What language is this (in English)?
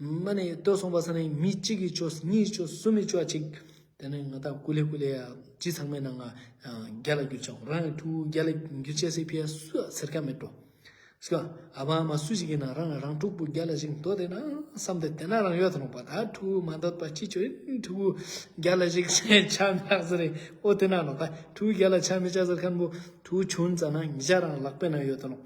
Ladakhi